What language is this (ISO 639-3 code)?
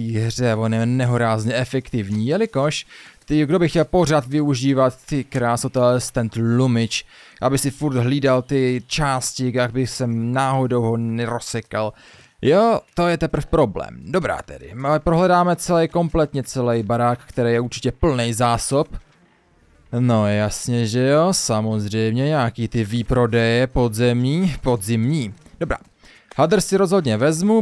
ces